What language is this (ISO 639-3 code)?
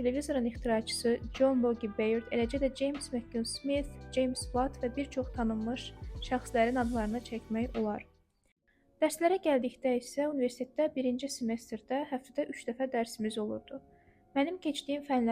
aze